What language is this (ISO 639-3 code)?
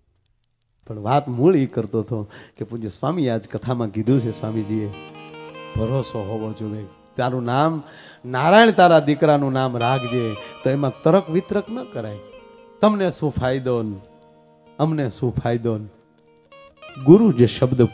guj